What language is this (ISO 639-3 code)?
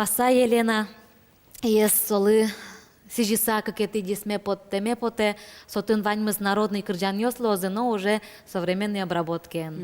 udm